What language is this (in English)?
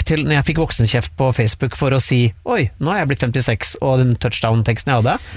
Norwegian